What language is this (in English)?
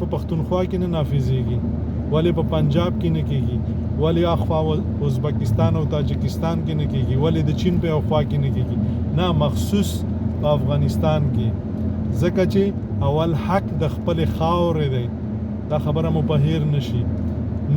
Pashto